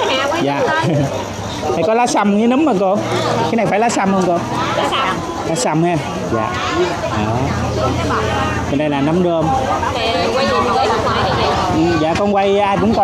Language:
Vietnamese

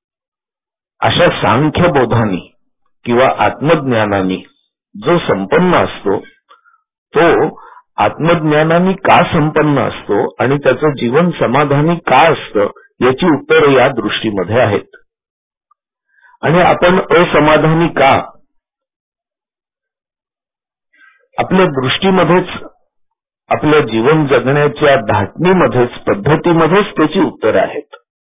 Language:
Marathi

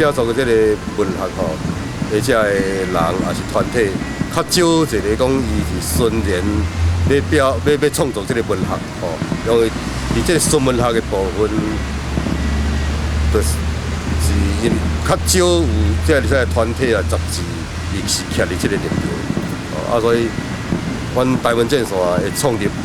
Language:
Min Nan Chinese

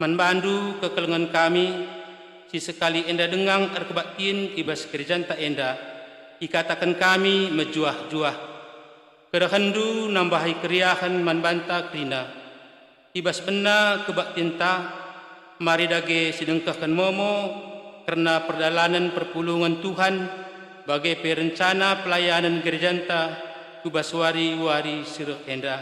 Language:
Batak Karo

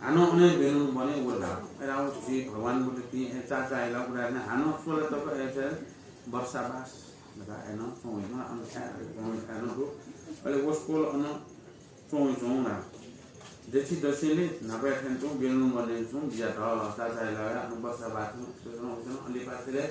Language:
Newari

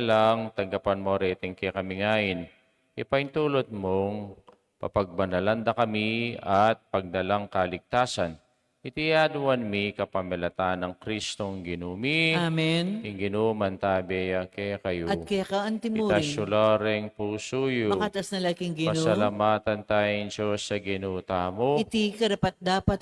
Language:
Pampanga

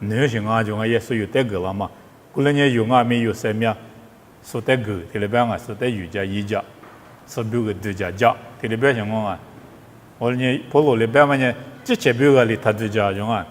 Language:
Lisu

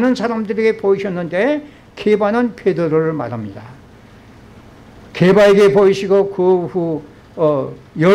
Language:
Korean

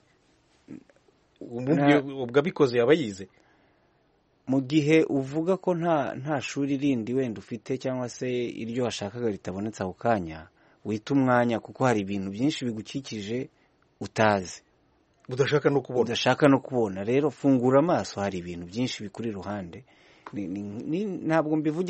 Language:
Kinyarwanda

